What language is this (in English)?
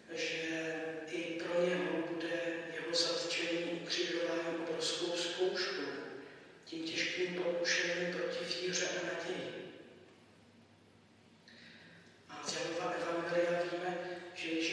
Czech